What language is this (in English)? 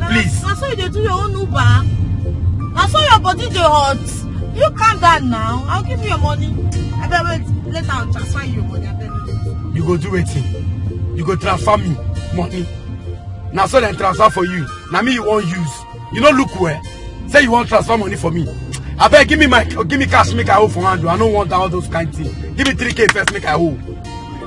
Nigerian Pidgin